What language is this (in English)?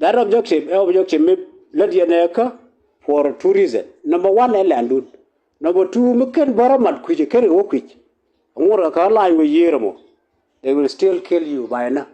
Nuer